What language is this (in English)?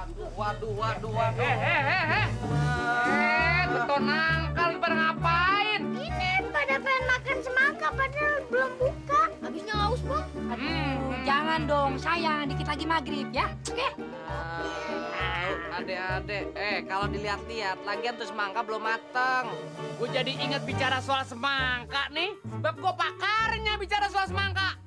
Betawi